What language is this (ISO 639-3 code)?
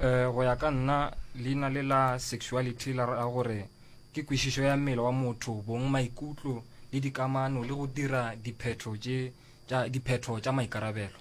nso